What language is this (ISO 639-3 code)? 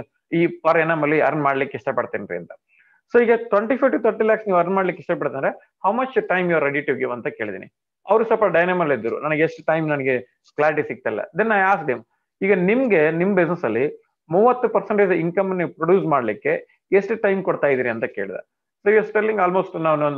kan